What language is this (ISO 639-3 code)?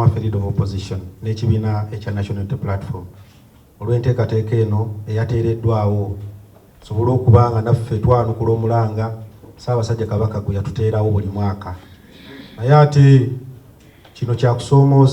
lug